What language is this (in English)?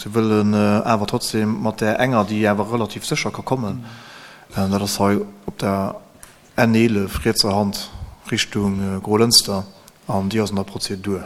Luxembourgish